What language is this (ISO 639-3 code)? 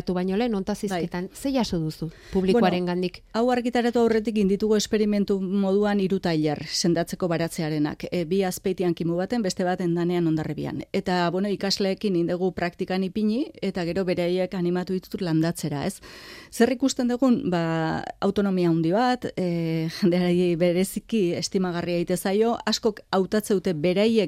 eus